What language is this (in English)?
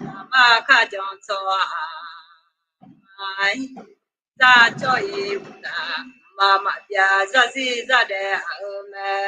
Akha